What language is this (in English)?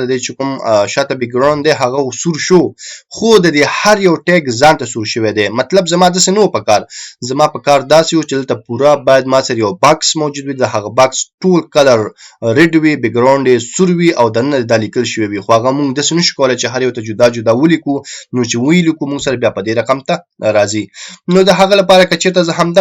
Pashto